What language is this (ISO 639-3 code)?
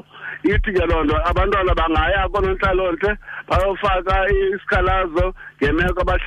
xho